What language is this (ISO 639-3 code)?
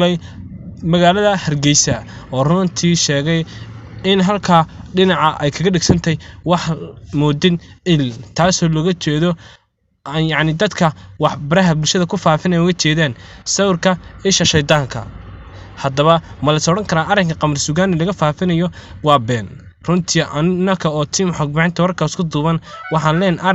som